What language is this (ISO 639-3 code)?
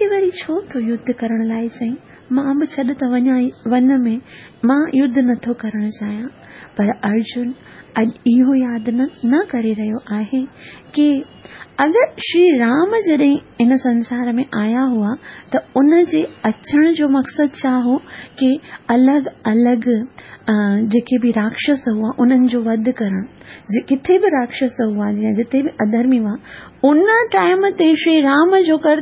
snd